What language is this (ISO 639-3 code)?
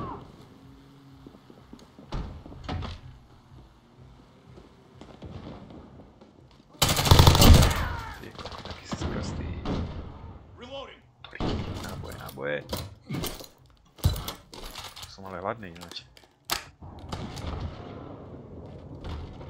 slk